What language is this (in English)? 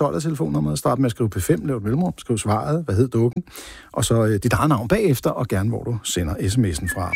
Danish